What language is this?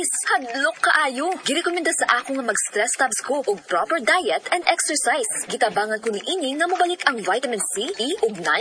Cebuano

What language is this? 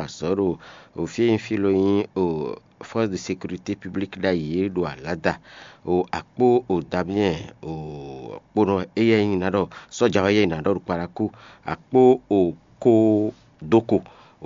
Fon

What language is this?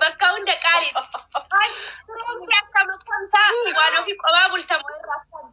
Oromo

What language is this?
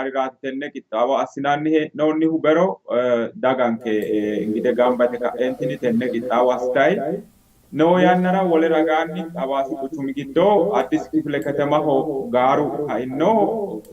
Sidamo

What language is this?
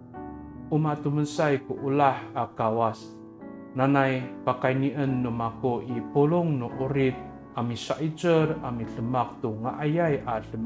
Amis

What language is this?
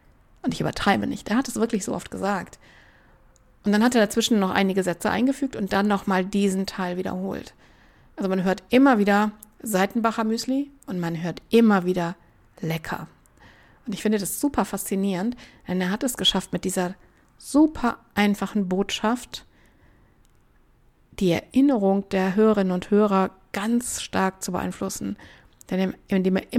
German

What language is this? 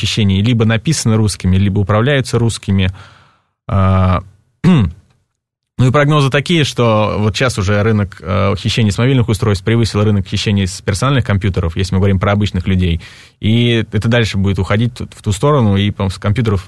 Russian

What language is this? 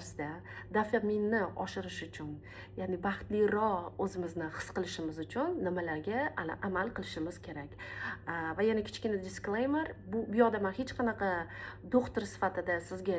Uzbek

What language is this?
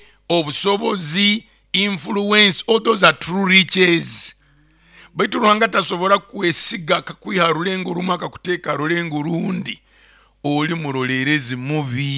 Nyoro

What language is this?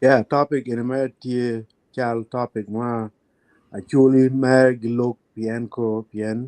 Acoli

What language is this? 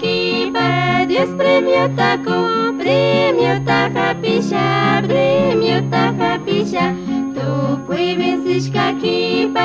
Chimborazo Highland Quichua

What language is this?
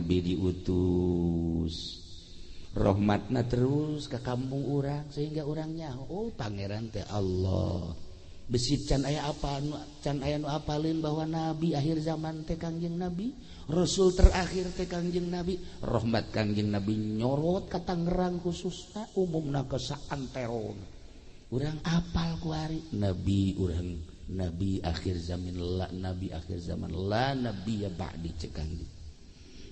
Sundanese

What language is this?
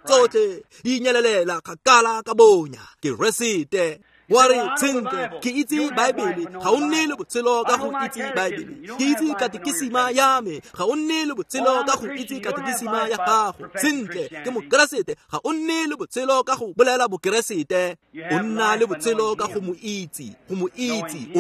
Tswana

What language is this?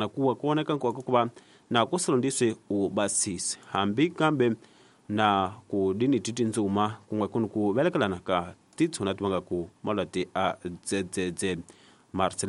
Tsonga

